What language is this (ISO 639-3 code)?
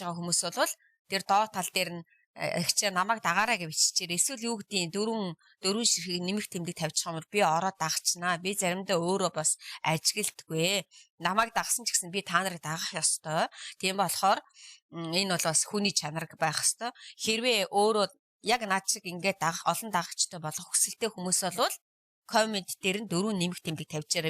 mon